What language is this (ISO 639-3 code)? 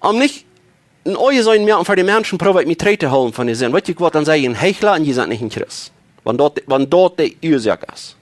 pdt